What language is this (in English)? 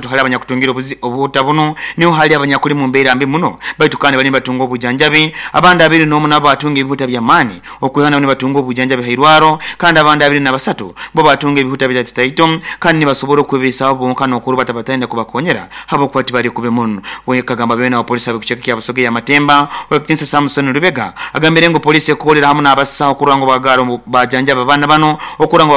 Nyoro